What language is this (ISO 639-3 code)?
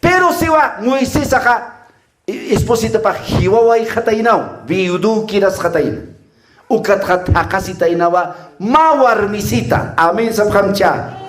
aym